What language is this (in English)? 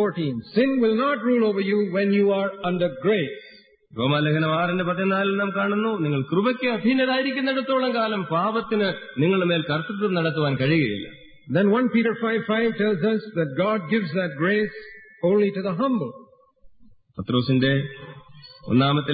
Malayalam